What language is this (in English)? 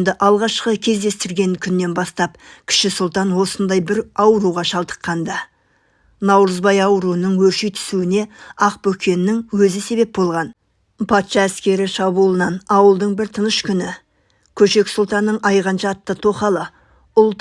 Kazakh